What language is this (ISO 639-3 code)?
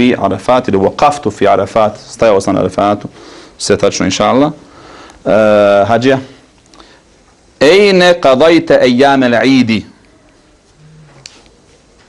bos